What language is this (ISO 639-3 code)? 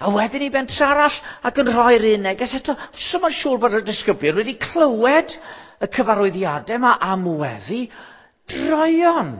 cym